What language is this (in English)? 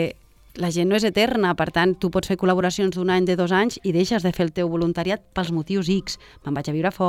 Catalan